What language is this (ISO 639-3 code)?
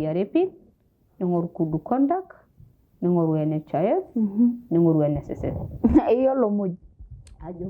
mas